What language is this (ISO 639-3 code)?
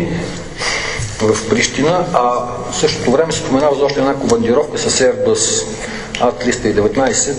bul